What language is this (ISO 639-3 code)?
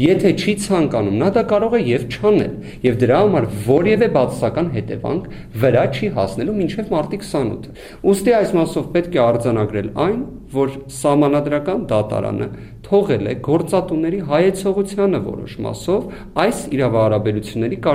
hye